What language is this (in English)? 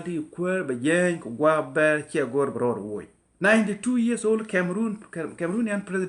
Nuer